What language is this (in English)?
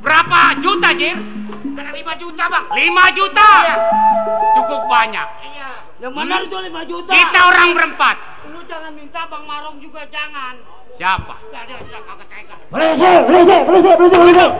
Betawi